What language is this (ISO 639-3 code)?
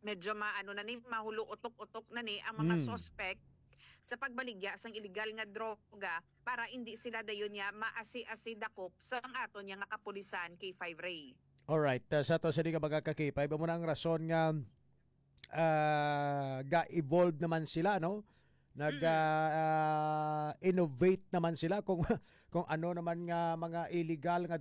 hil